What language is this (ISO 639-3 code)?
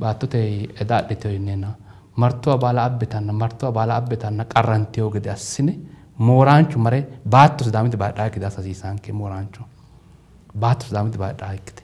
sid